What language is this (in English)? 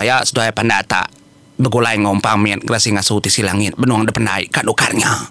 Iban